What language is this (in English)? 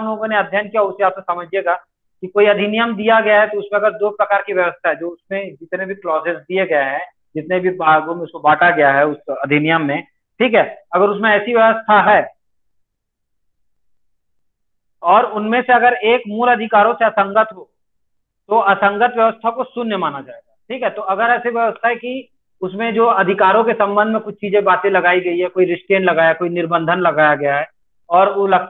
Hindi